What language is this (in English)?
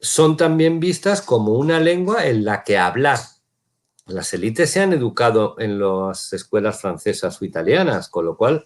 Ladino